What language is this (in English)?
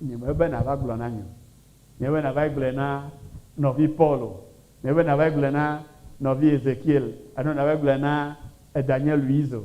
Ewe